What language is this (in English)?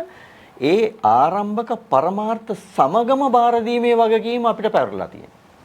Sinhala